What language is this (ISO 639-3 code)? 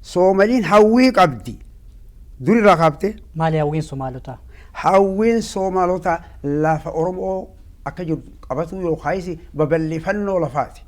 orm